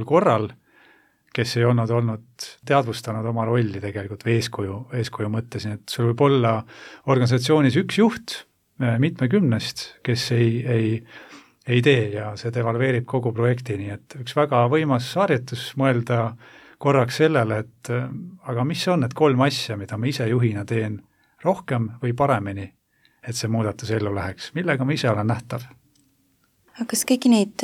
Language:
Estonian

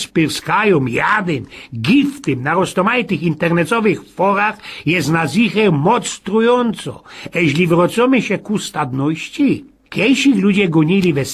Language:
Silesian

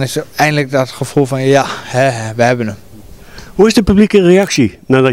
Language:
Dutch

